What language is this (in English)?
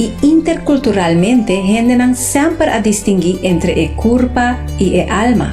Papiamento